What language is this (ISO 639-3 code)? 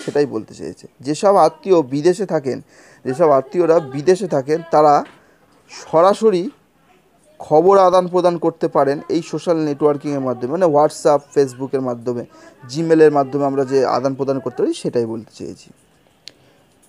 ben